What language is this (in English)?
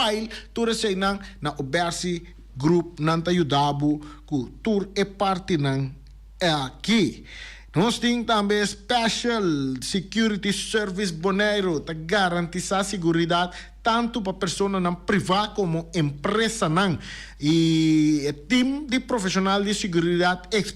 Papiamento